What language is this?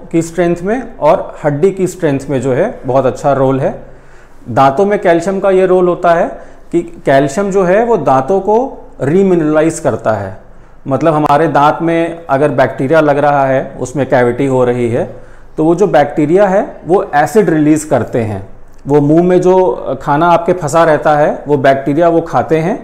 Hindi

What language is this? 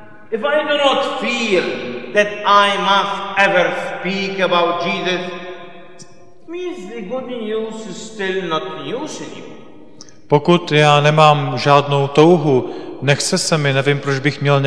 Czech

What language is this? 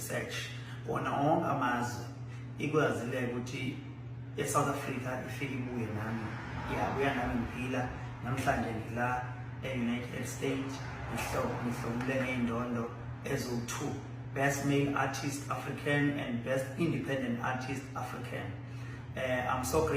Zulu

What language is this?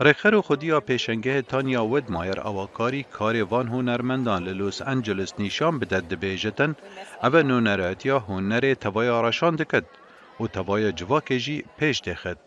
Kurdish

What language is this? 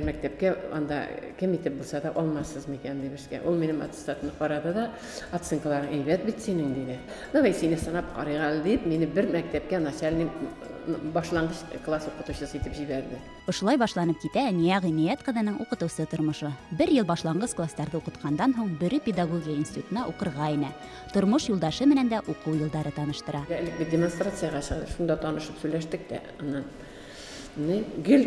Bashkir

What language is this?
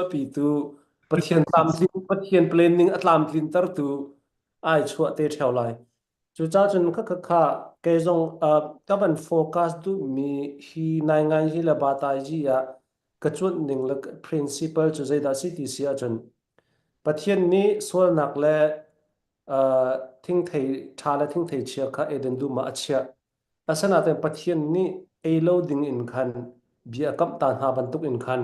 Falam Chin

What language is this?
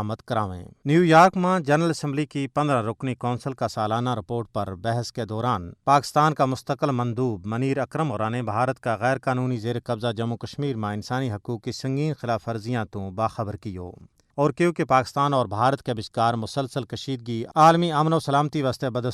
Gujari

